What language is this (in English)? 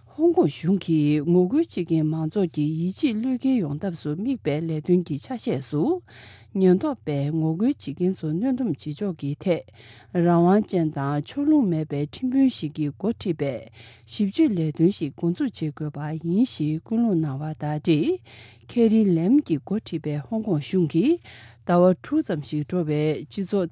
Tibetan